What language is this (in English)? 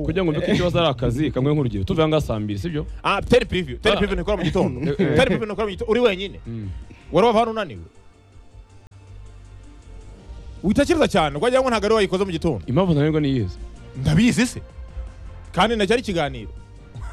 Kinyarwanda